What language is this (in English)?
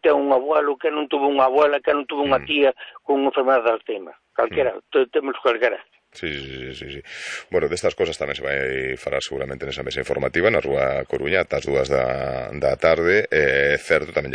Galician